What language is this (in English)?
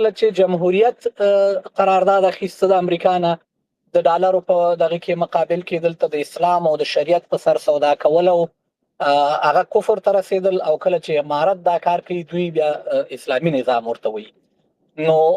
Pashto